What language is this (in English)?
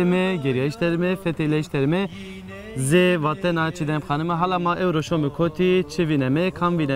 Zaza